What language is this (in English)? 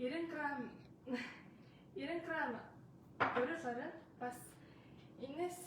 Mongolian